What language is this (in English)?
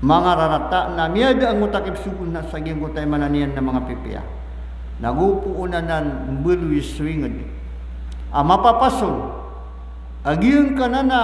Maranao